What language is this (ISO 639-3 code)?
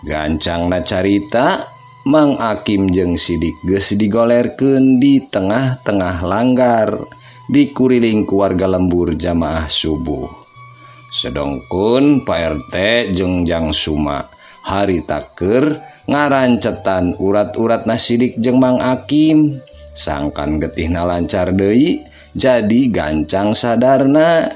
sun